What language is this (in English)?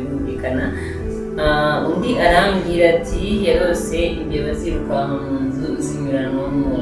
Kinyarwanda